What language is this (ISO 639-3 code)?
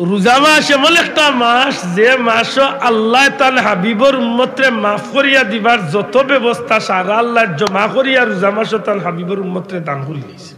syl